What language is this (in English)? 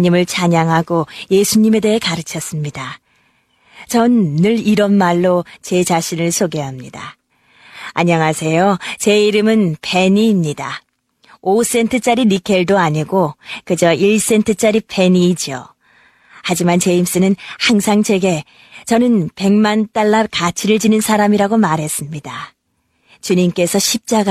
Korean